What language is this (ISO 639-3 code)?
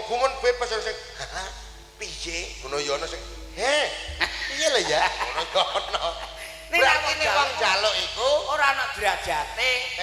jav